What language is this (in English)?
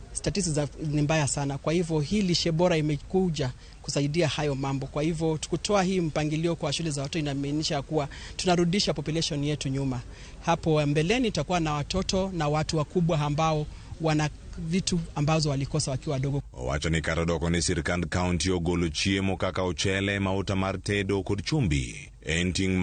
Luo (Kenya and Tanzania)